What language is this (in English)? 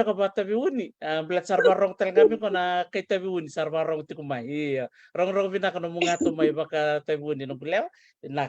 Fijian